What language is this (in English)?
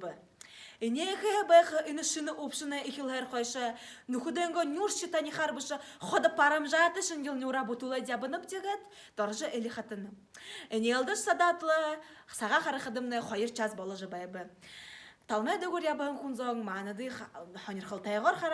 Buriat